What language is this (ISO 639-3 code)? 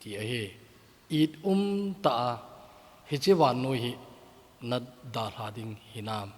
tcz